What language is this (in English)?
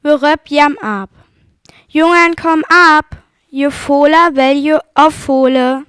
Northern Frisian